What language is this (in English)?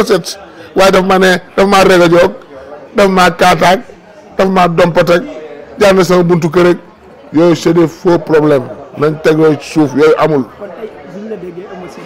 Wolof